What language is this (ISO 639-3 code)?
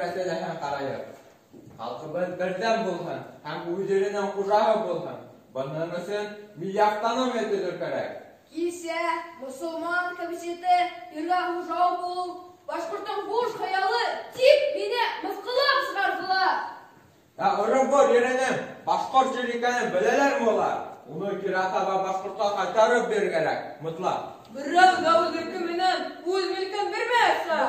bak